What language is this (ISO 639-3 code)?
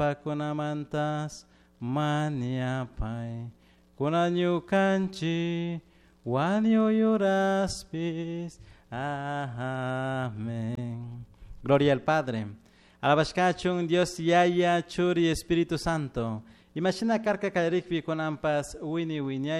qug